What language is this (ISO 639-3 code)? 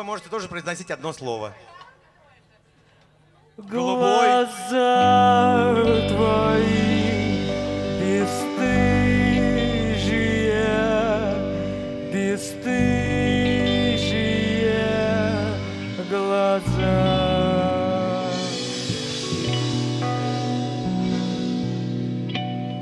rus